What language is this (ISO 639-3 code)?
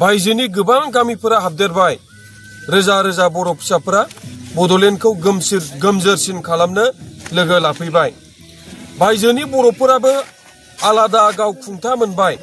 brx